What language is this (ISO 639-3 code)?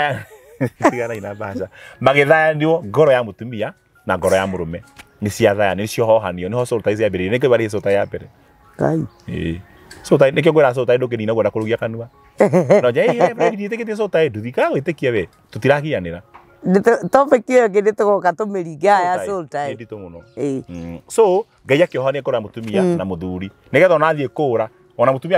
kik